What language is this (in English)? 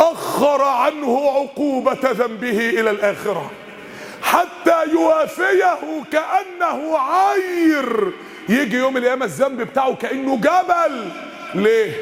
Egyptian Arabic